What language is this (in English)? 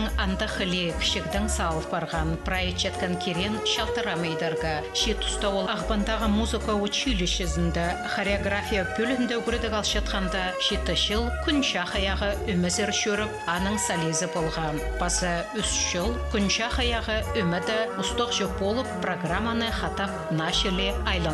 Khakas